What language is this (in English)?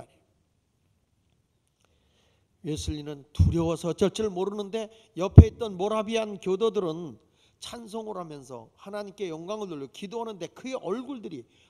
Korean